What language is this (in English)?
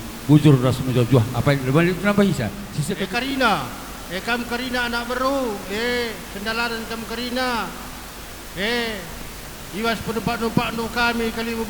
Batak Karo